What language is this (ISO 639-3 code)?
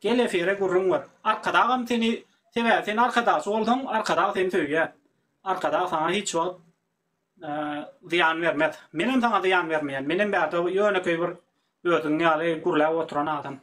tuk